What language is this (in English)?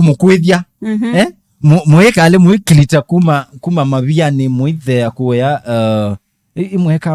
Kamba